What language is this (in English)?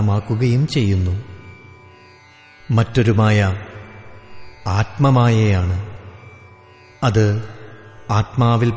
Malayalam